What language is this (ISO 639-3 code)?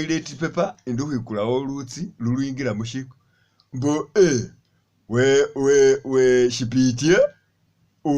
myx